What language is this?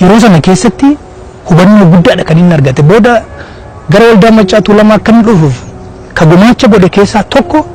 Oromo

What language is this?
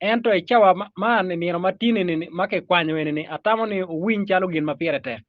Acoli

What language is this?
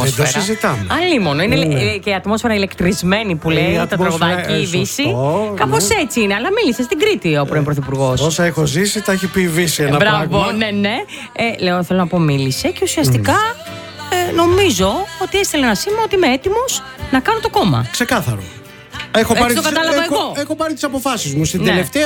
Greek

